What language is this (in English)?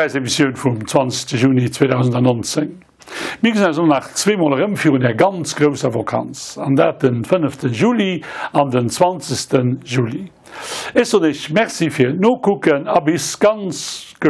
Luxembourgish